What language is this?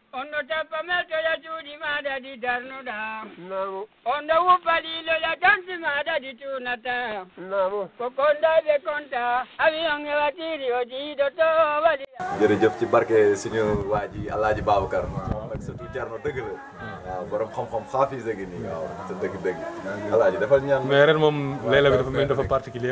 Fula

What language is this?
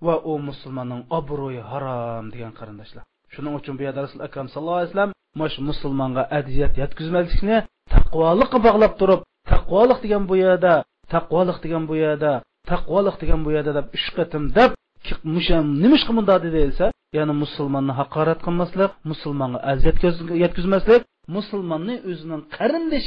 Uyghur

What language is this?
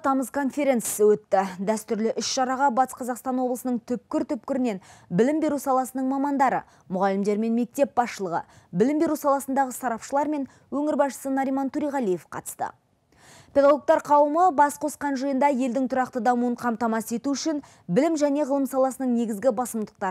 Kazakh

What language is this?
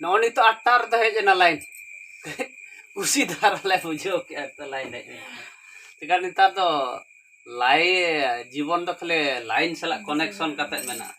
Santali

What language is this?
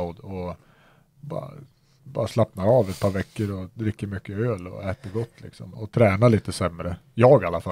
Swedish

